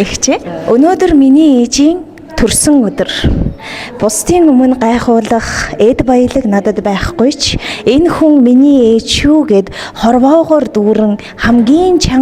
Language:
Mongolian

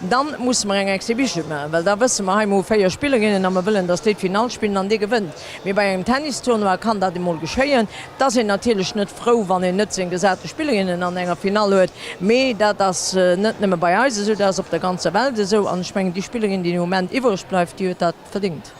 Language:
Luxembourgish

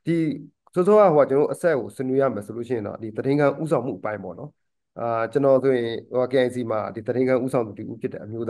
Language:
Burmese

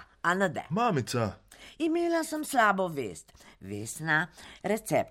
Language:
Slovenian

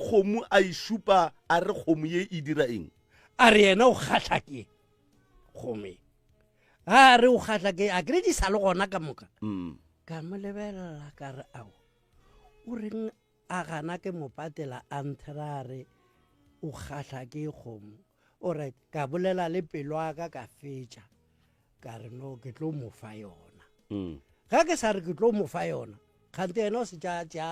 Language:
Northern Sotho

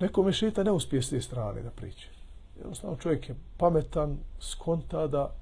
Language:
Bosnian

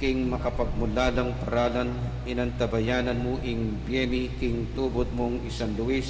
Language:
Pampanga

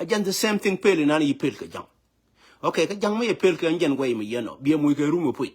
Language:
Nuer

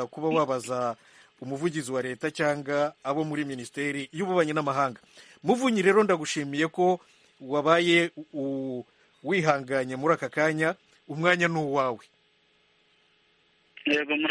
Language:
Kinyarwanda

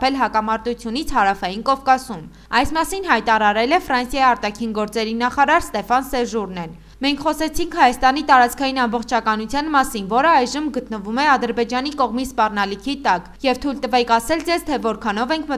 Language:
Armenian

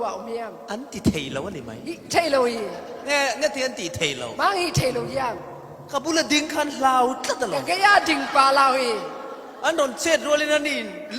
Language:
Falam Chin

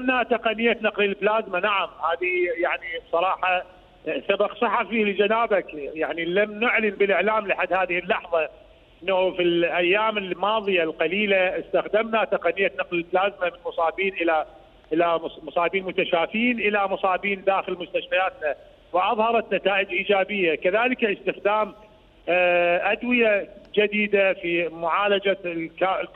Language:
Mesopotamian Arabic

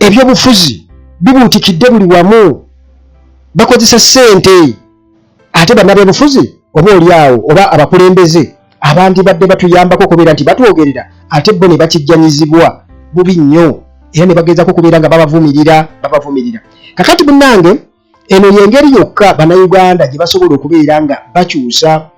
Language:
Ganda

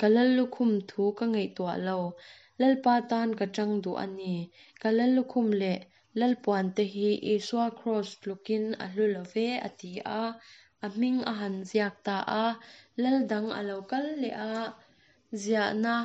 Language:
Mizo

